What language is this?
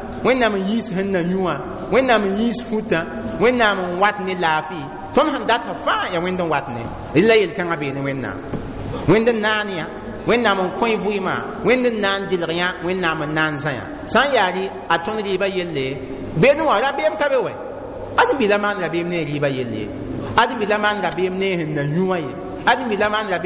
Mossi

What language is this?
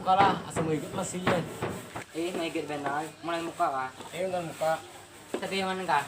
Banjar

